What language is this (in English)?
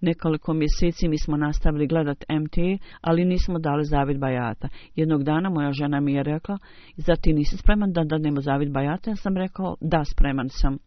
Bosnian